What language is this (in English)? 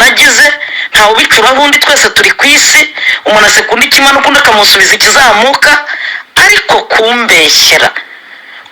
Kinyarwanda